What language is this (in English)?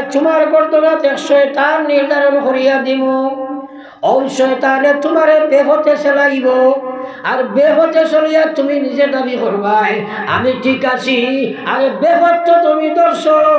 Sylheti